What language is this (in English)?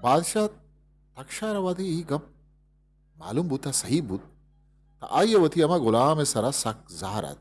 Eastern Balochi